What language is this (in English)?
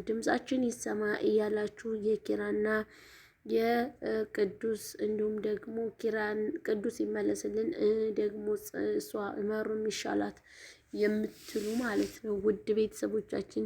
Amharic